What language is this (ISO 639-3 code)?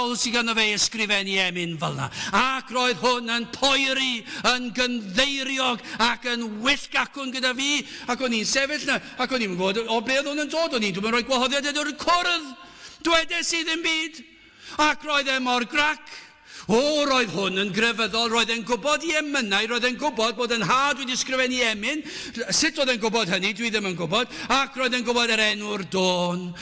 cym